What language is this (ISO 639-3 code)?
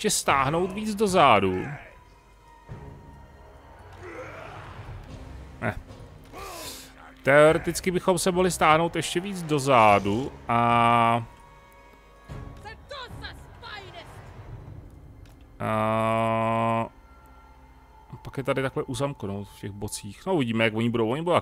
ces